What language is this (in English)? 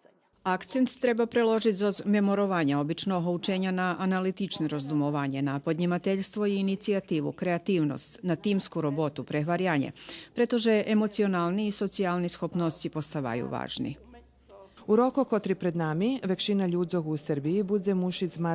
Rusyn